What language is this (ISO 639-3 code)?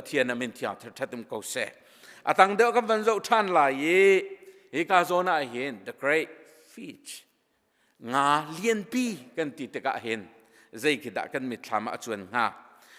cnh